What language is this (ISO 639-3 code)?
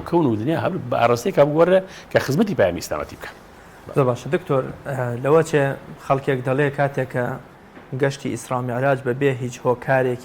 ckb